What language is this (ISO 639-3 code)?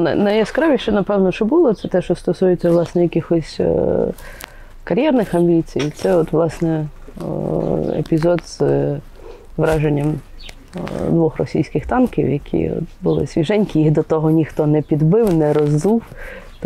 ukr